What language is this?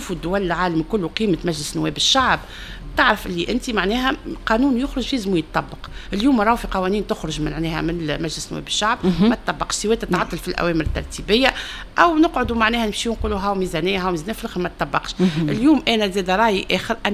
Tunisian Arabic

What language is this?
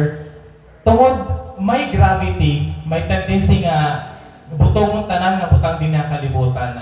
Waray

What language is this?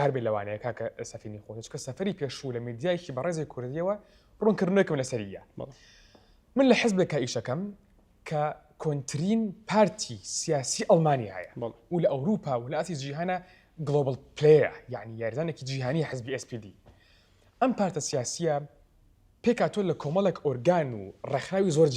Central Kurdish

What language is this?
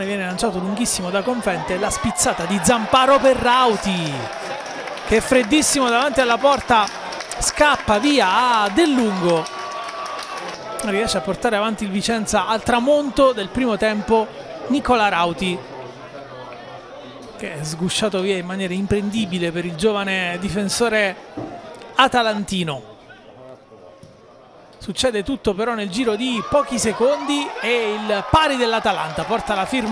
Italian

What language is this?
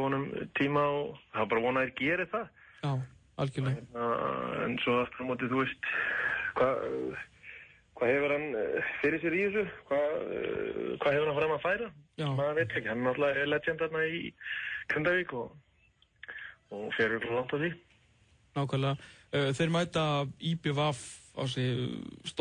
Icelandic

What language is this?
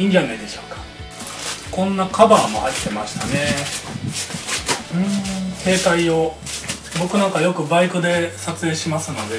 Japanese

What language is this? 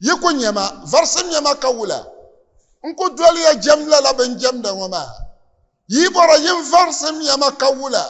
Dagbani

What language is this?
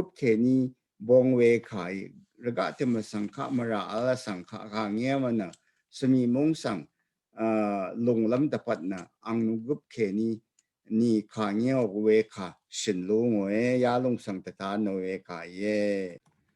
Rawang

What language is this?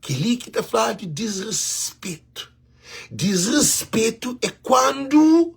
Kabuverdianu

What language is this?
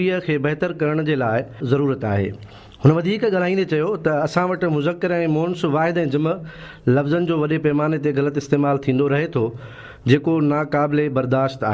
Sindhi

